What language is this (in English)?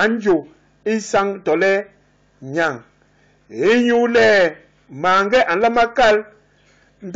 Basaa